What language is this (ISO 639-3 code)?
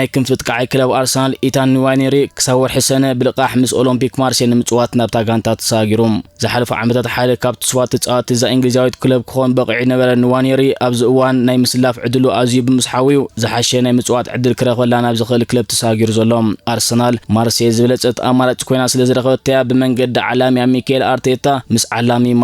tir